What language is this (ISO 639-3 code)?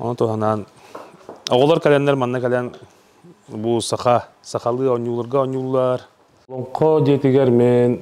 sah